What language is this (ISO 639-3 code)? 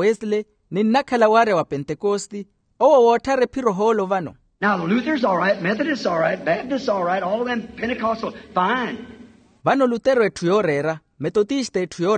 vmw